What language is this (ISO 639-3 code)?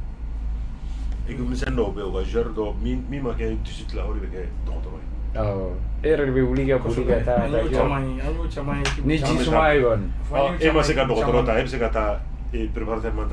bam